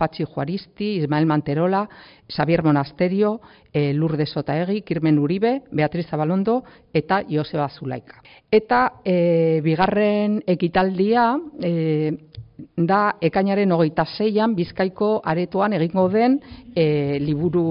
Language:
Basque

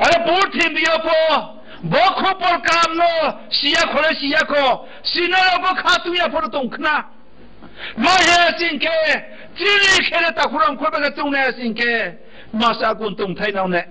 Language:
Riang (India)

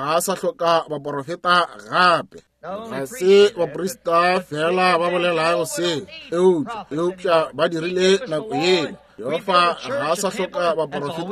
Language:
Northern Sotho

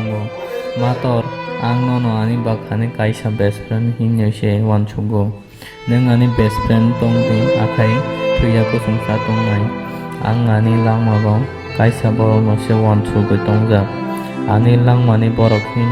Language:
Kok Borok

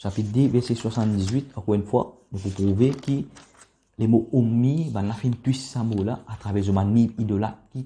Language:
Morisyen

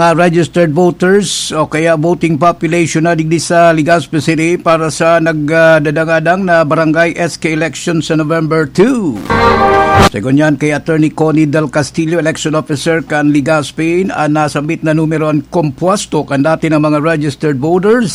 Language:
Bikol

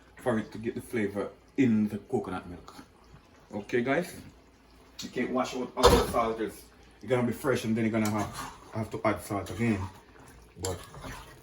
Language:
Jamaican Creole English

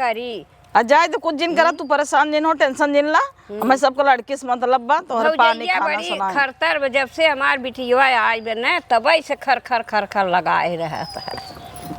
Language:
Awadhi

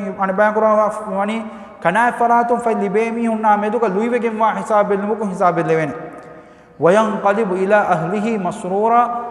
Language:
Divehi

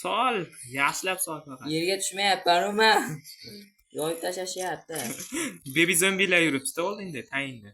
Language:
Uzbek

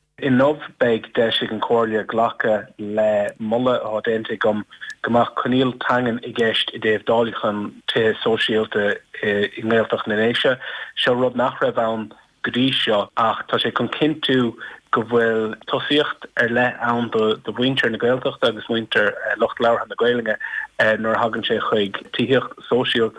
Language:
Irish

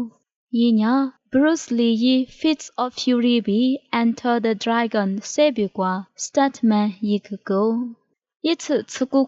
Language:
Lisu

